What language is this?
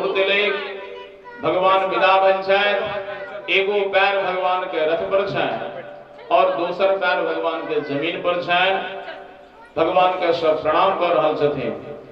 Maithili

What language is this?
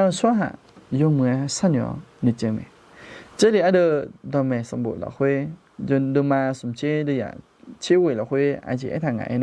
Akha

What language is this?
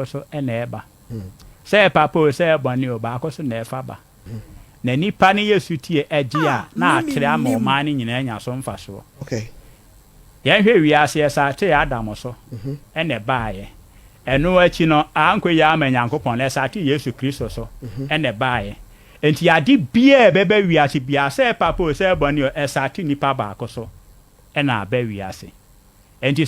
Akan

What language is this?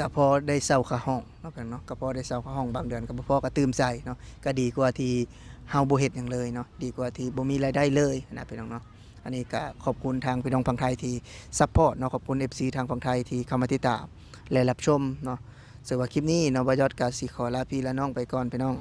Lao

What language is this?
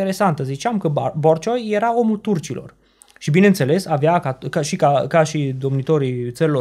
Romanian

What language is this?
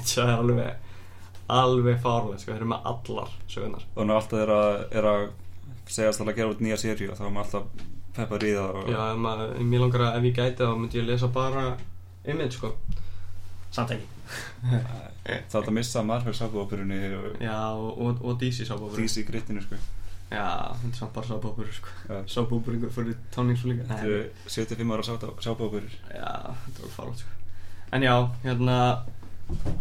Icelandic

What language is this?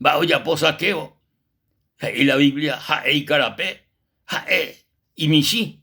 Guarani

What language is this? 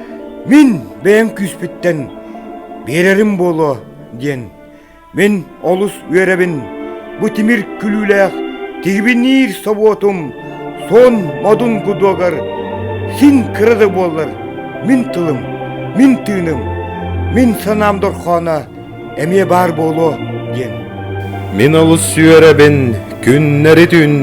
Yakut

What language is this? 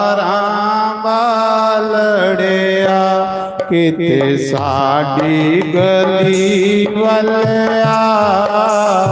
Dogri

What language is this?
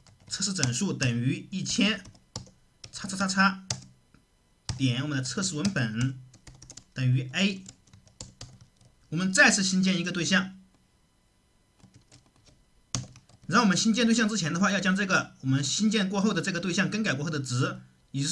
Chinese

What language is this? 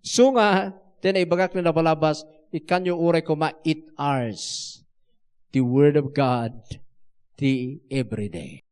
Iloko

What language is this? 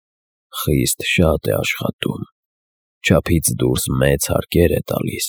Armenian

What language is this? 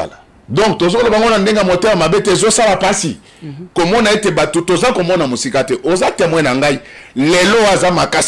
Lingala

